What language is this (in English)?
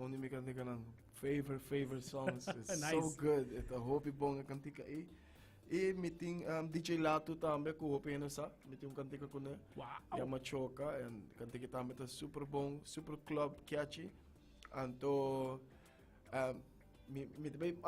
Papiamento